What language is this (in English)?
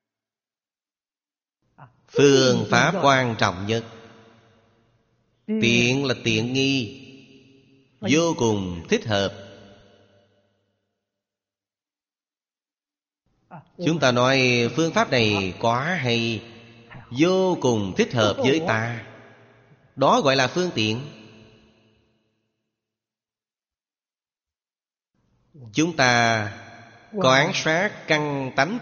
Vietnamese